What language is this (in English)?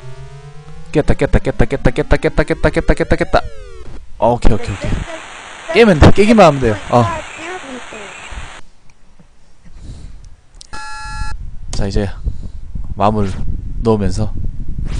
Korean